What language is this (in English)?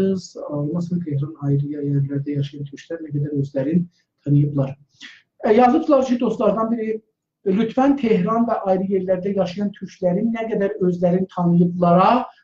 South Azerbaijani